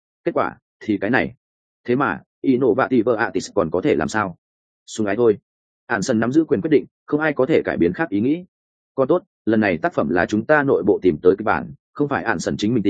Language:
Vietnamese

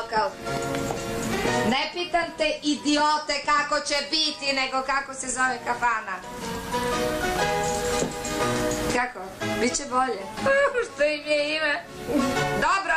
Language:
Serbian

